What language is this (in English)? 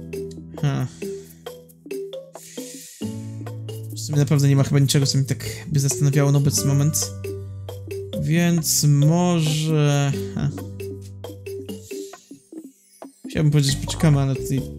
Polish